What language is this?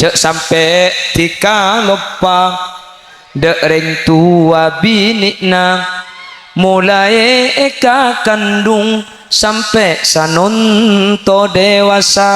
Madurese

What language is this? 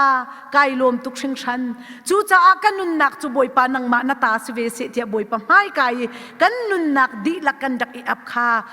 Hakha Chin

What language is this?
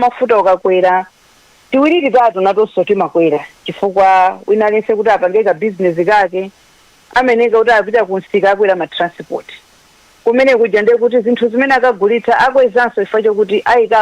Nyanja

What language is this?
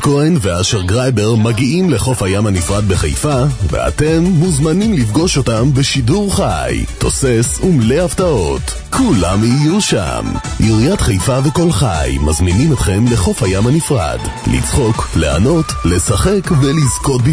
Hebrew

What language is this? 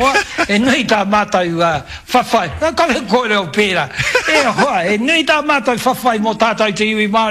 Māori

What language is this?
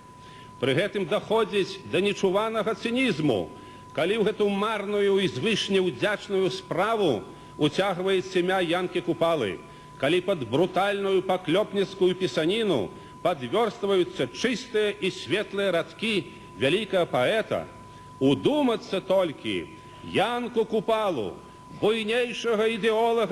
Belarusian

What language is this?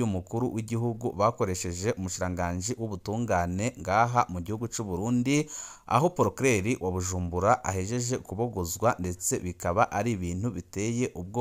Rundi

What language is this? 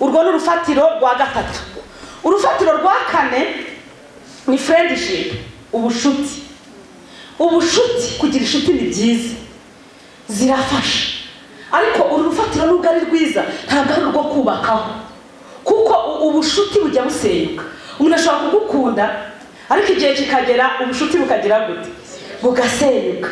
Kinyarwanda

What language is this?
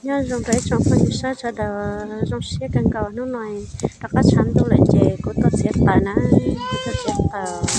Hmong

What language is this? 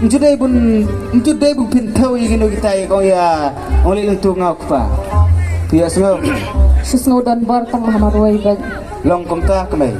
Khasi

